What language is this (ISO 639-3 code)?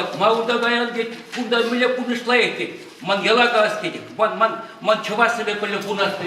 chv